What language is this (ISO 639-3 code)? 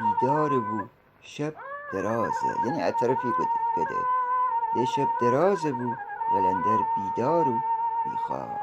glk